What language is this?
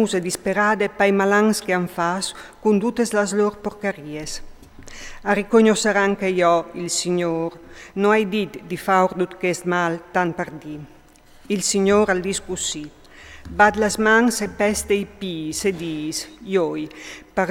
Friulian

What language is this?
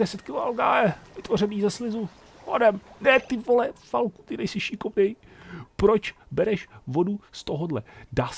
Czech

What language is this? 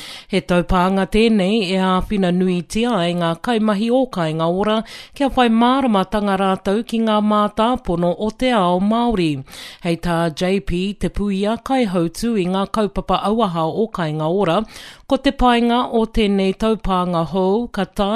Māori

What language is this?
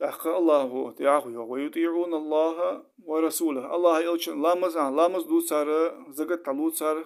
Ingush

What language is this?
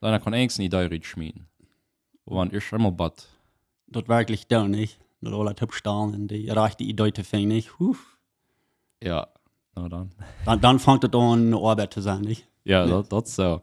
Plautdietsch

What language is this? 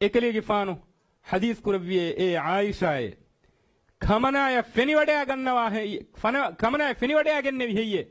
Divehi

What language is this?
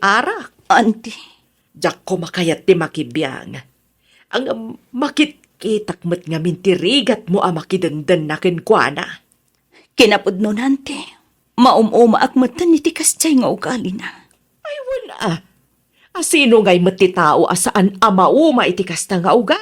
Iloko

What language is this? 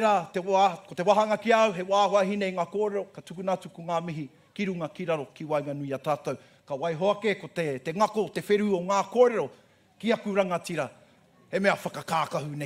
Māori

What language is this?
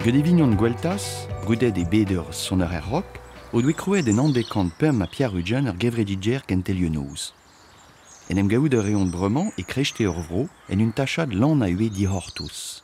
Breton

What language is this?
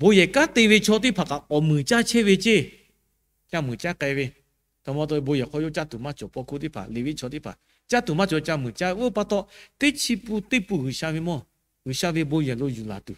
Lahu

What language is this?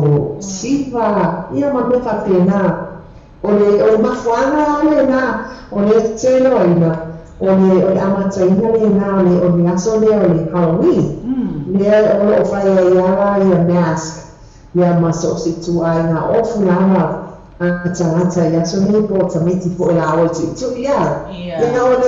Samoan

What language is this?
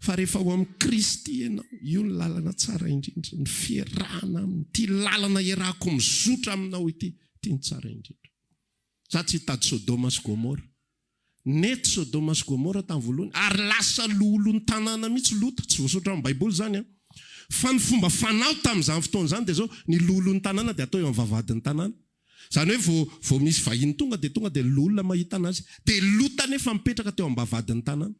Malagasy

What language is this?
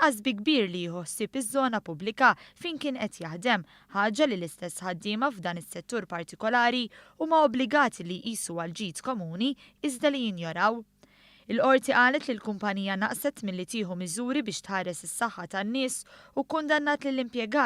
Maltese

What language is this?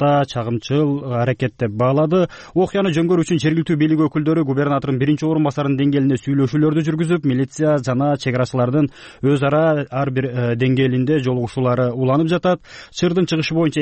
Kyrgyz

